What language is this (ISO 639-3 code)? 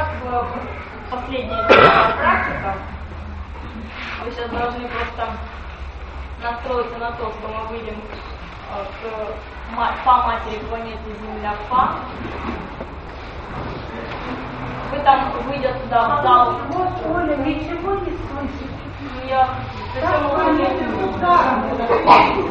rus